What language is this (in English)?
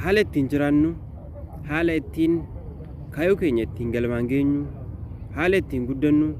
Oromo